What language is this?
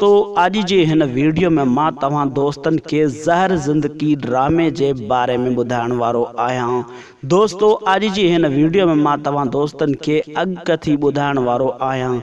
Sindhi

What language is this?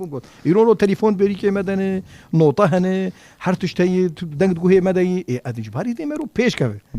Kurdish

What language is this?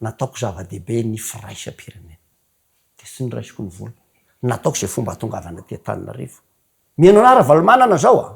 Malagasy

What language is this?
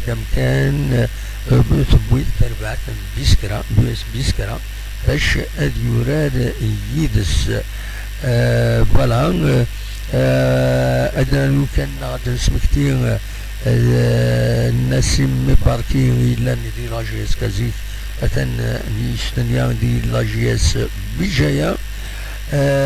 Kabyle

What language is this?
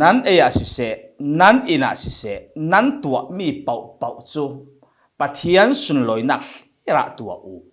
Falam Chin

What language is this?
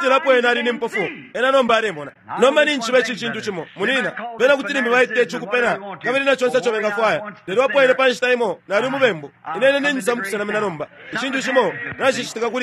Bemba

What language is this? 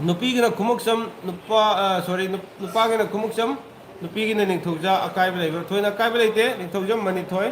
Manipuri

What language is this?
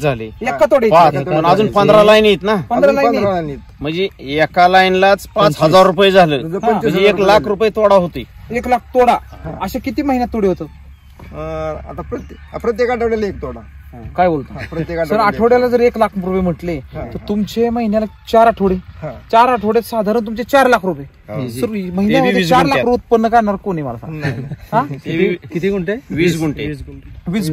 Marathi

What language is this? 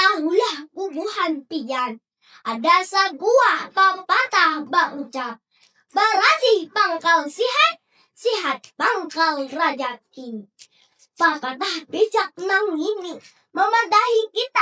Banjar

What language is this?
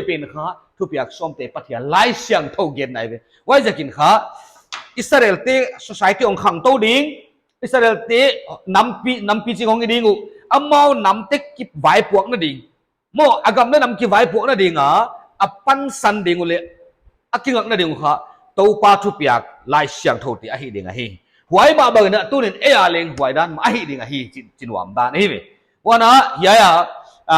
Paite Chin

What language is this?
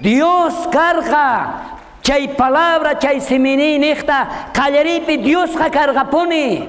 South Bolivian Quechua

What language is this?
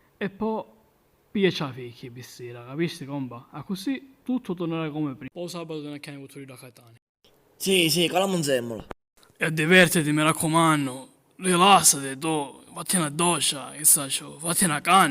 Sicilian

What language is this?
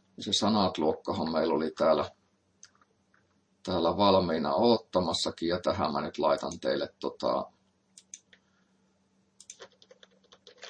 Finnish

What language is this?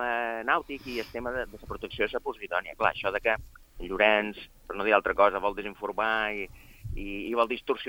Catalan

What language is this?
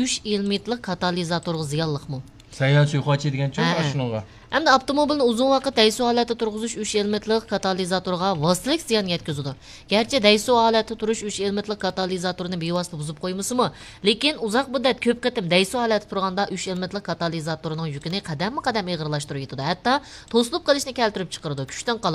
Uyghur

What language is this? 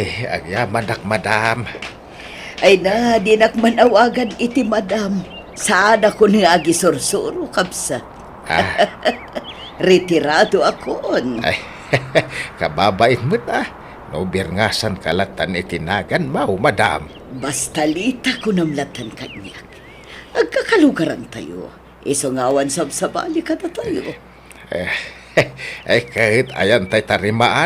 Iloko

